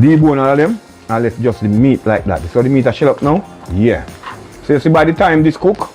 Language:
Jamaican Creole English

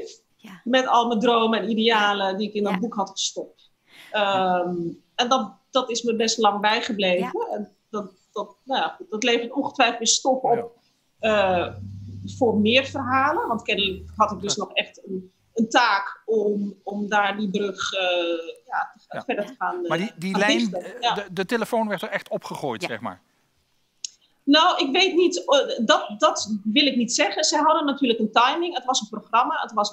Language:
Dutch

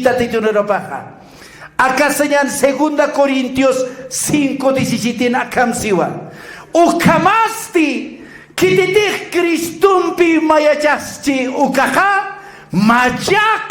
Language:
Aymara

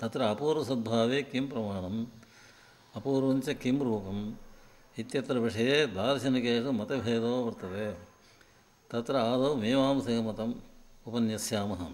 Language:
Sanskrit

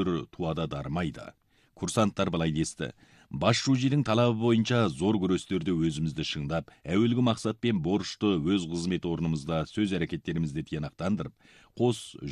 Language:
Kazakh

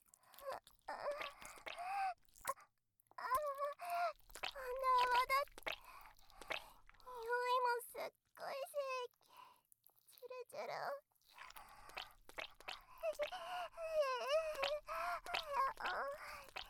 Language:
Japanese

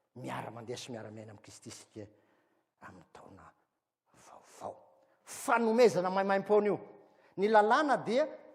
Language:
Malagasy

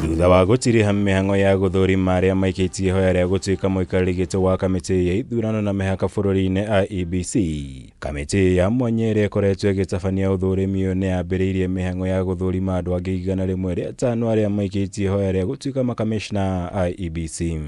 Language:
Kikuyu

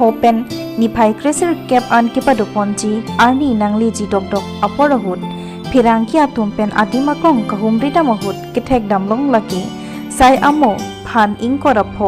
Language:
Karbi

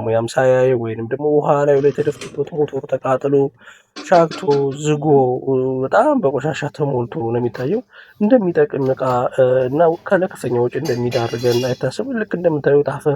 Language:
Amharic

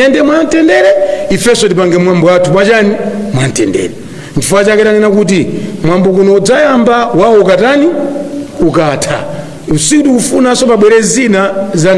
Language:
Nyanja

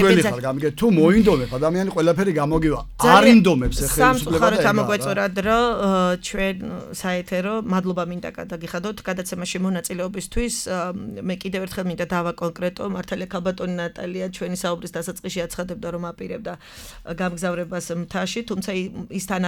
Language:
Georgian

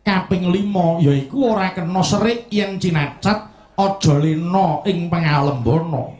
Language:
Javanese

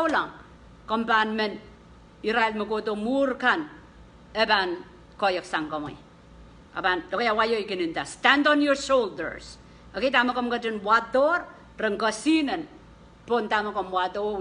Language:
Pohnpeian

